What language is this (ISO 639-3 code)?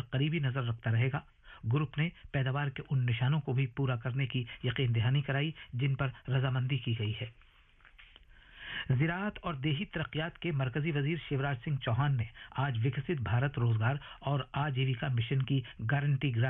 urd